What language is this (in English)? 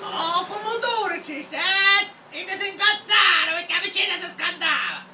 Sicilian